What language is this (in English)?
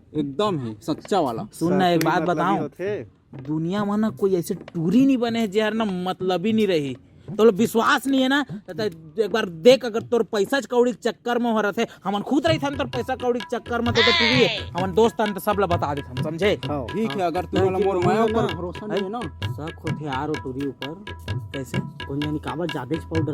Chhattisgarhi